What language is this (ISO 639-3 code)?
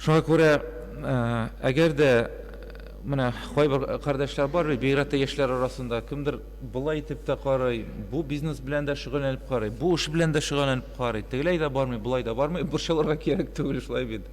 tat